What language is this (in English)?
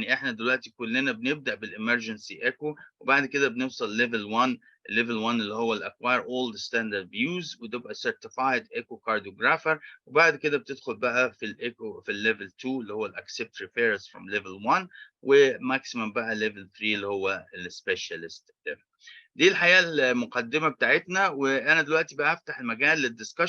Egyptian Arabic